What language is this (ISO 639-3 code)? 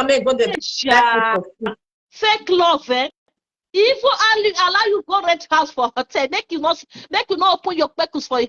pcm